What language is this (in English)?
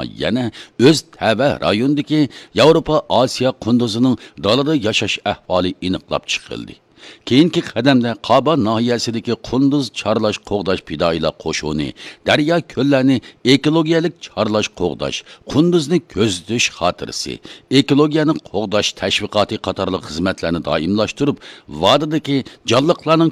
Uyghur